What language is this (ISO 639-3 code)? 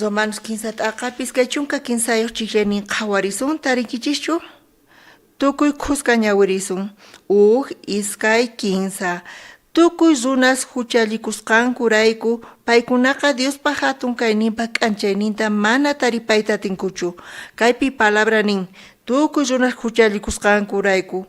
quh